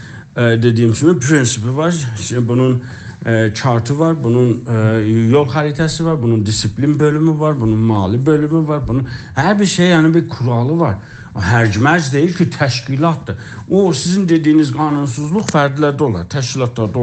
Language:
South Azerbaijani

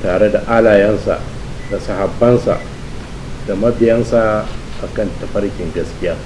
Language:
Hausa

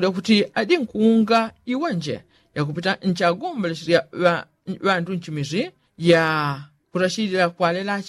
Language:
Yao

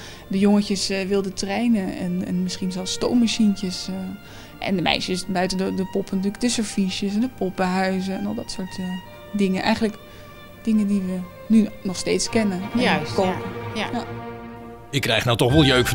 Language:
Dutch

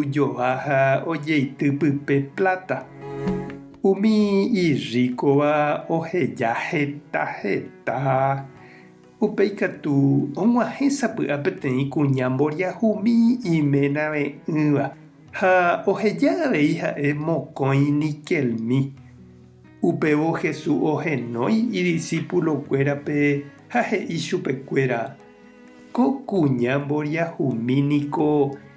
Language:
Guarani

